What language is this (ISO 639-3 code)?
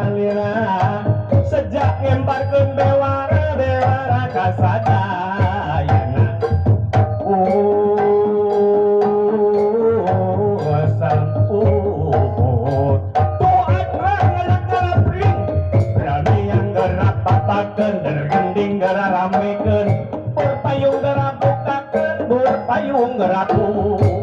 sun